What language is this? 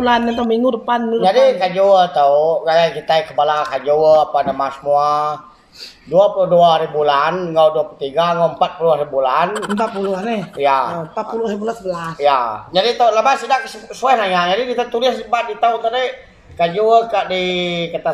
Iban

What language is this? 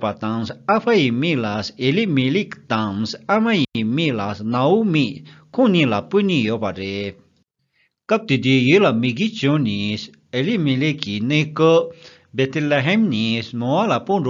Tibetan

